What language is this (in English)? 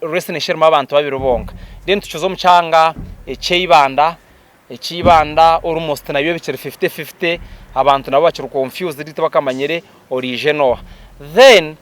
Nyankole